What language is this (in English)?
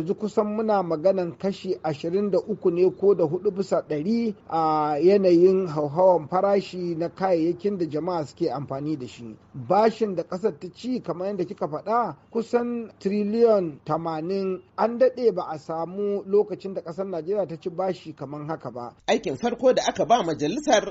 Hausa